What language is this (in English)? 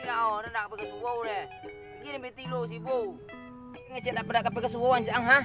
Minangkabau